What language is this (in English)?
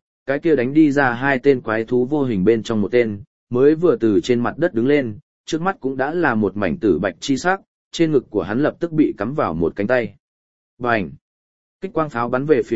Vietnamese